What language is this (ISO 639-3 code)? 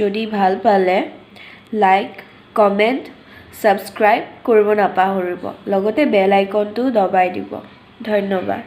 asm